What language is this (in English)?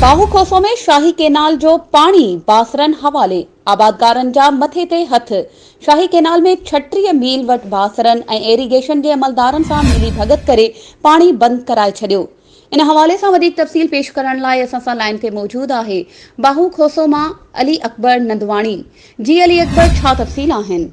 Sindhi